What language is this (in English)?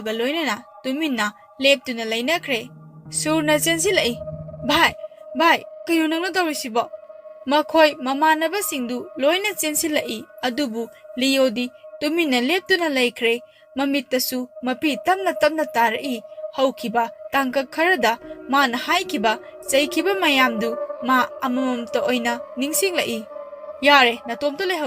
Manipuri